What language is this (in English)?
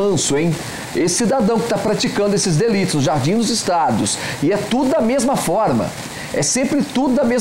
Portuguese